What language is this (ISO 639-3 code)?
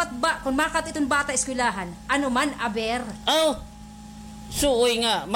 war